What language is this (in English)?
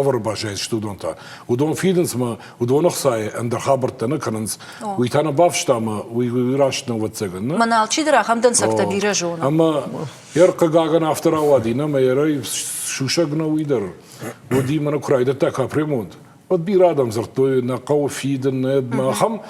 Ossetic